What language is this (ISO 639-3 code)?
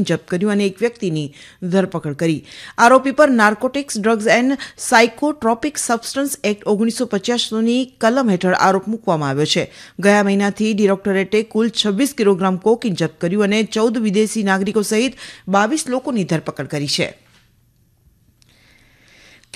guj